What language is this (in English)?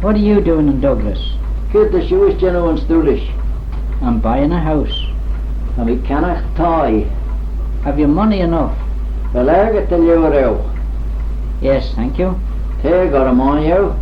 Manx